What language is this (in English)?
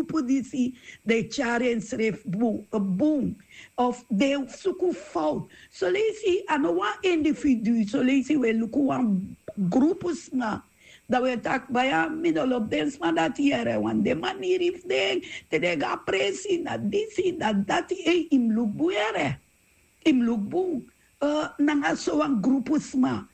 Sranan Tongo